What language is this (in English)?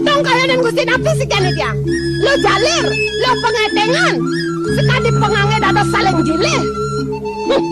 Balinese